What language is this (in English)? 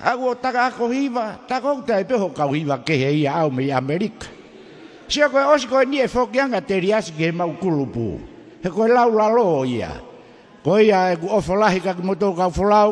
Tongan